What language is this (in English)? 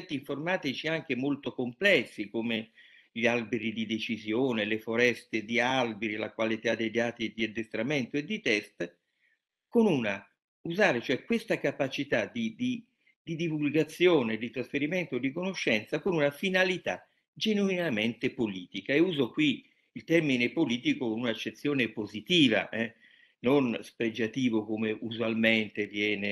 Italian